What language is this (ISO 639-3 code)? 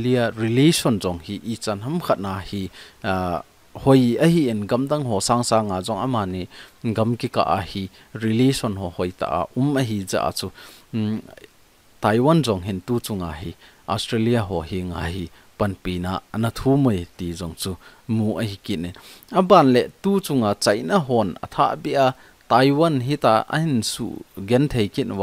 tcz